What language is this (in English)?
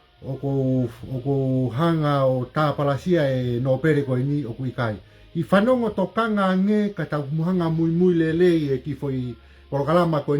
Tongan